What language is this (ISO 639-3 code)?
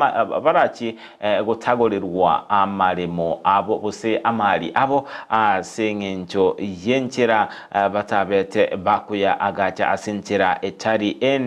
guz